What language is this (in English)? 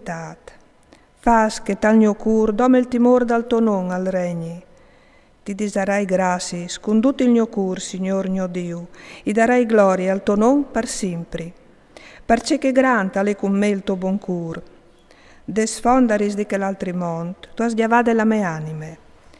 Friulian